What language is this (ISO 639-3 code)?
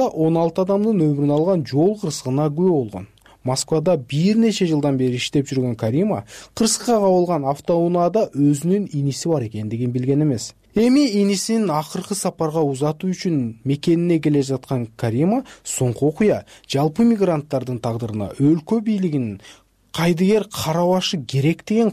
kir